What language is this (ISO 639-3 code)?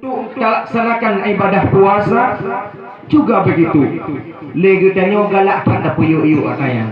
ace